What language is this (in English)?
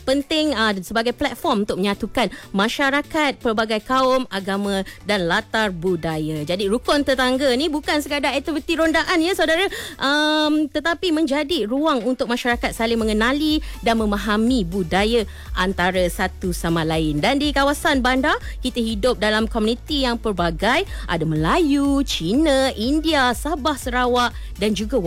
Malay